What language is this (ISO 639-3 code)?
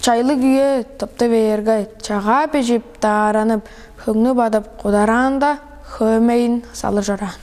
tyv